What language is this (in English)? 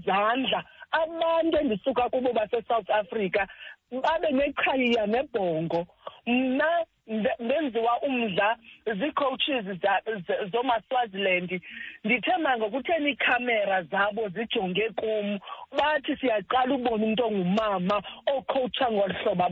Xhosa